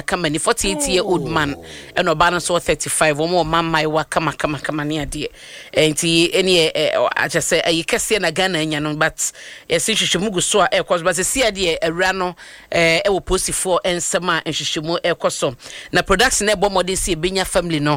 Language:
Akan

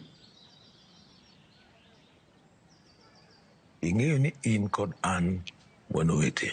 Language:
Luo (Kenya and Tanzania)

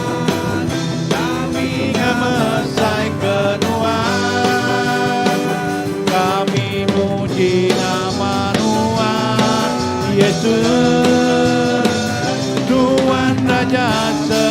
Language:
Iban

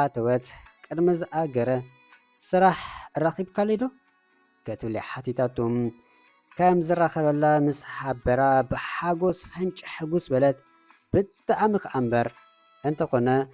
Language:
Tigrinya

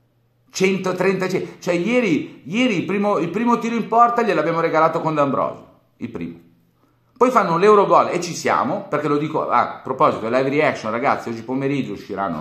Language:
Italian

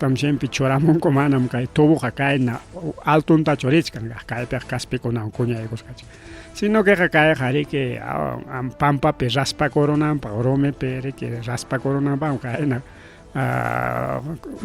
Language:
Ayacucho Quechua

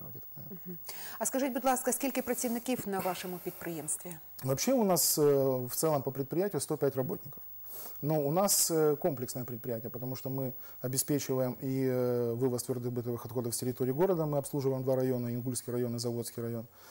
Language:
Russian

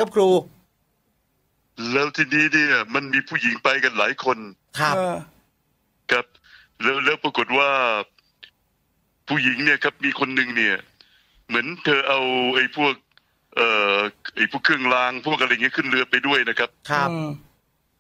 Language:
Thai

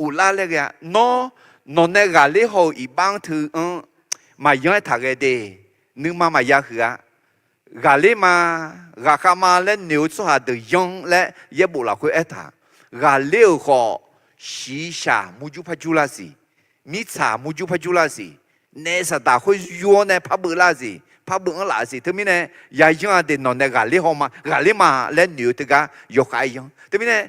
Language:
Akha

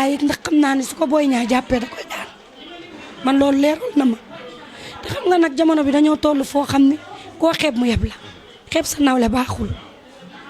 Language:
Wolof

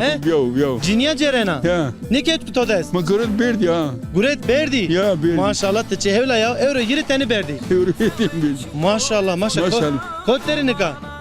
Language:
Zaza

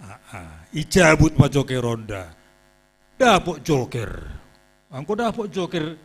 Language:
Batak Simalungun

